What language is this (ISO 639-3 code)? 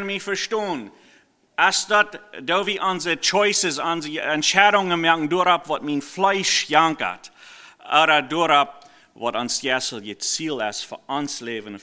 pdt